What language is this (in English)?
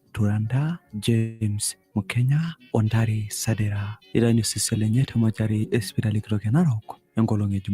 Masai